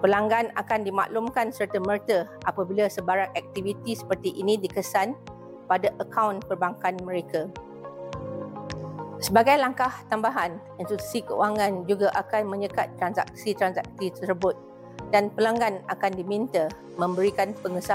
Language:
Malay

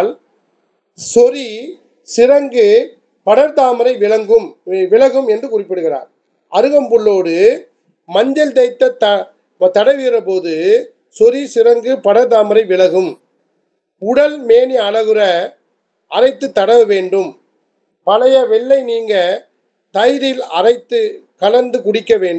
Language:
Tamil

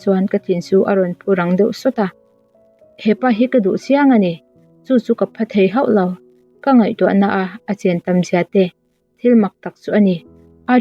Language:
Mizo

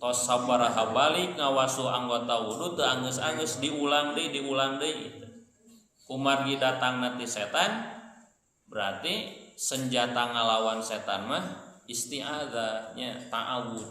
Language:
Sundanese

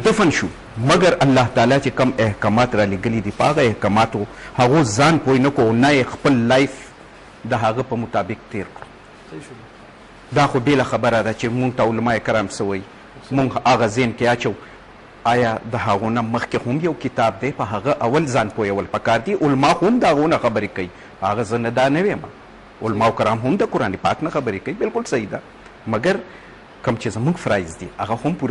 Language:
Pashto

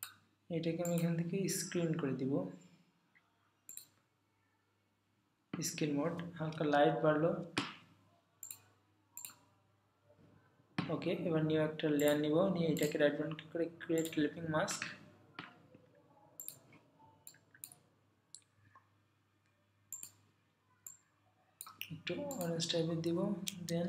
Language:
Bangla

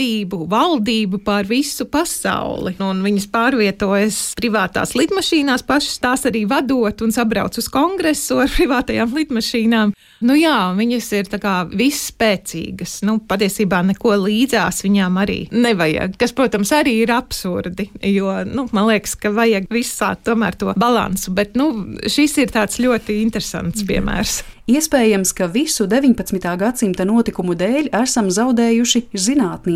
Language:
Latvian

